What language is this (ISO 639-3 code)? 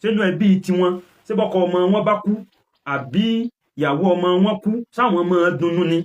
yor